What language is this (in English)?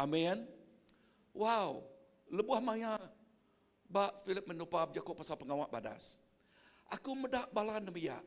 Iban